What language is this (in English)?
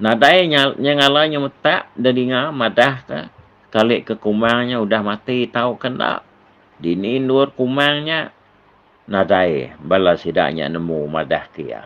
Iban